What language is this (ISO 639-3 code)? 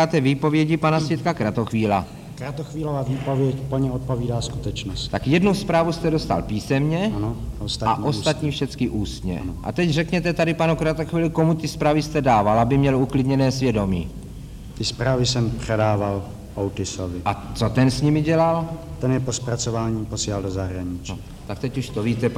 ces